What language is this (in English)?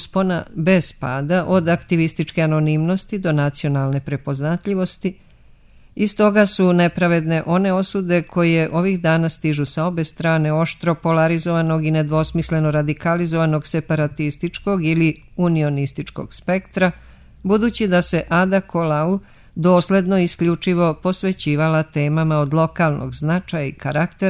Serbian